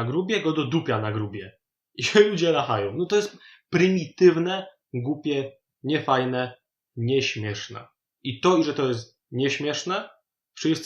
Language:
Silesian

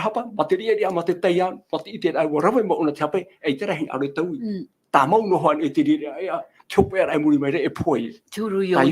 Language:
Tahitian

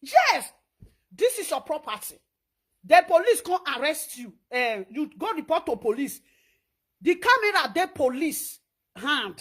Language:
Nigerian Pidgin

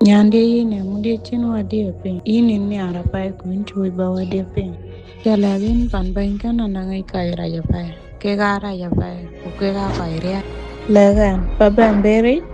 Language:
Dinka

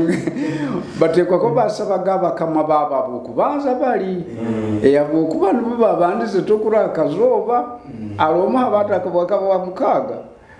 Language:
Nyoro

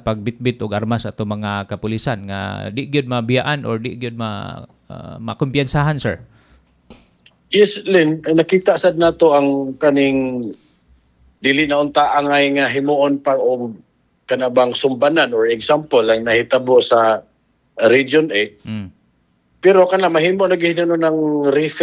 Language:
Cebuano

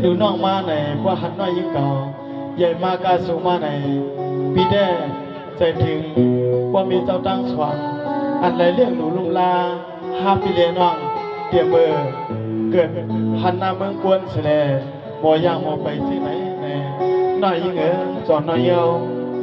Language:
Shan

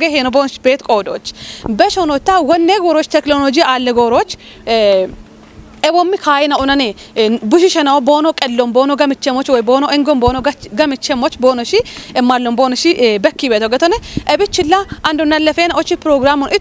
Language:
Kafa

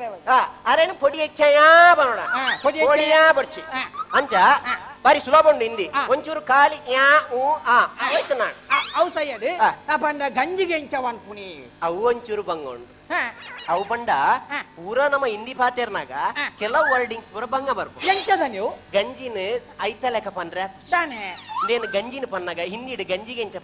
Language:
Tulu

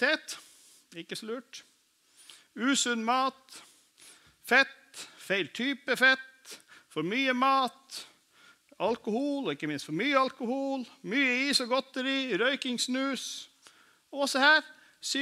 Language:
Norwegian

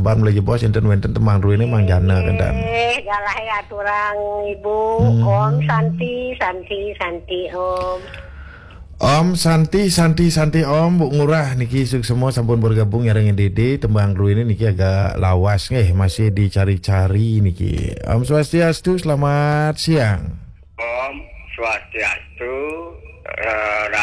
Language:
Balinese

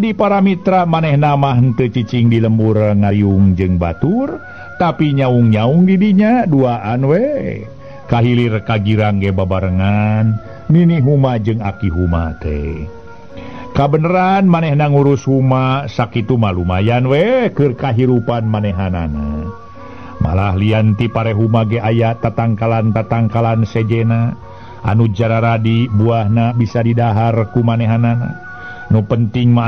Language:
Sundanese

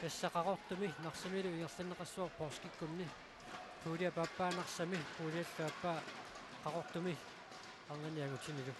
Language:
Kalaallisut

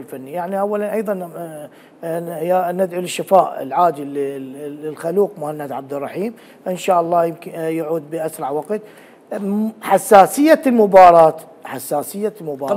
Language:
Mesopotamian Arabic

